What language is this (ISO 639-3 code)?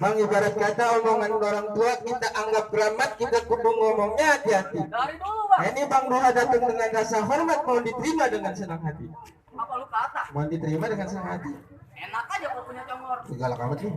bew